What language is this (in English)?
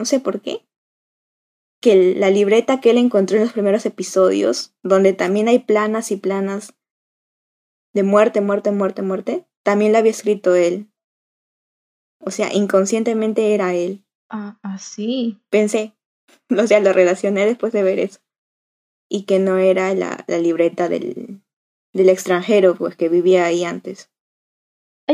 Spanish